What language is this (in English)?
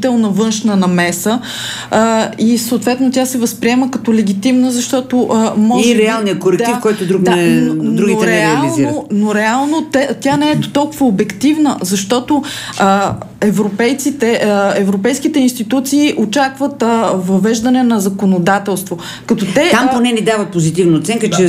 Bulgarian